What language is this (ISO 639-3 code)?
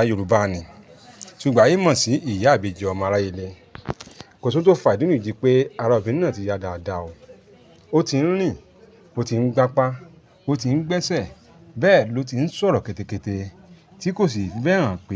yor